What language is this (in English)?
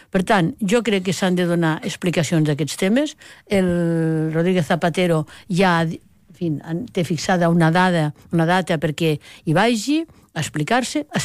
Catalan